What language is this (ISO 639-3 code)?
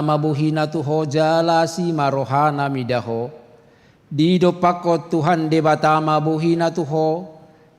bbc